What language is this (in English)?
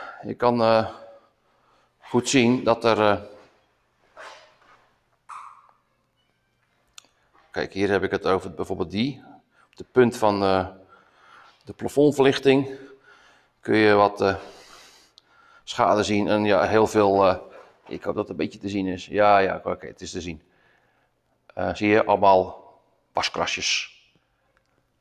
Dutch